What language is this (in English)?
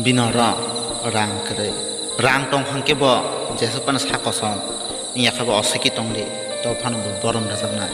Kok Borok